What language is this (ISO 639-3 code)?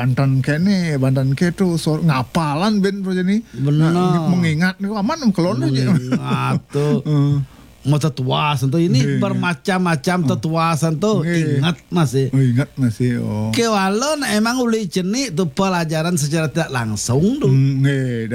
ban